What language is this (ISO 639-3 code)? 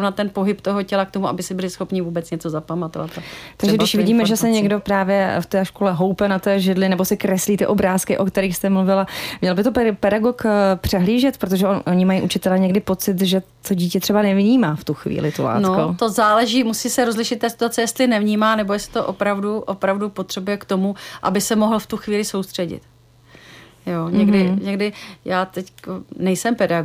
ces